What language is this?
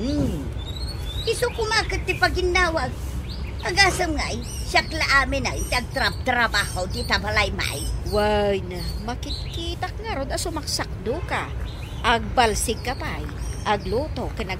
Iloko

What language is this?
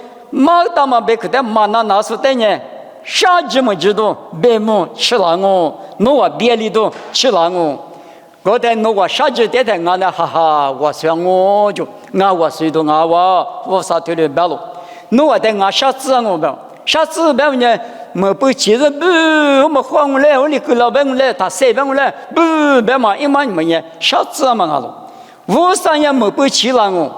Lisu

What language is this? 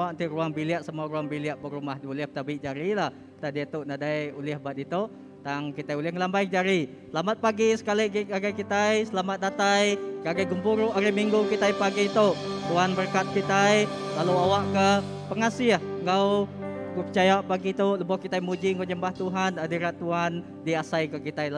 Iban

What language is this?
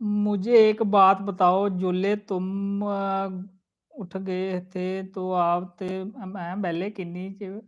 Dogri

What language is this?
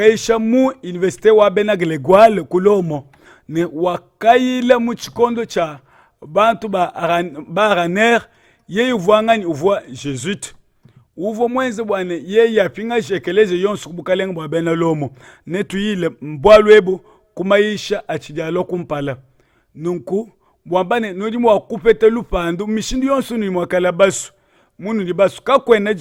Luba-Lulua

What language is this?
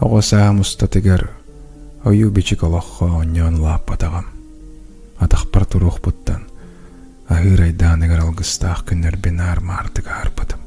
Yakut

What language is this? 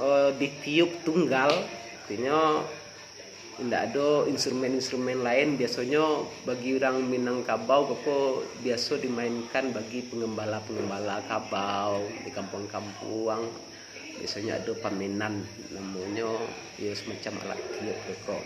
Minangkabau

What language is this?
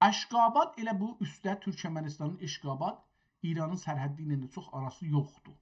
South Azerbaijani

